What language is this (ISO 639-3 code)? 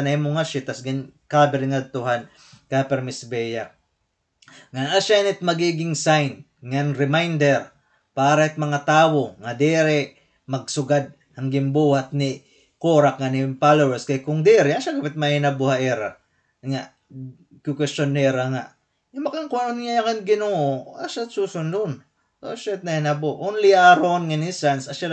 war